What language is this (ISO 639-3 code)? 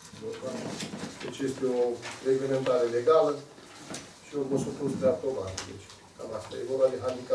ron